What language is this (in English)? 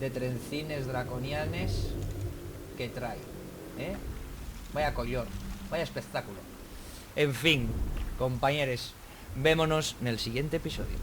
Asturian